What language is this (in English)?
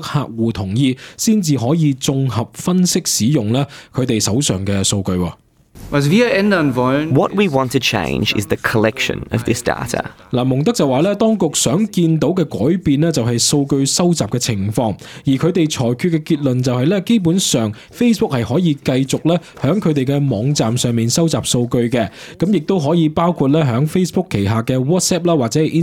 Cantonese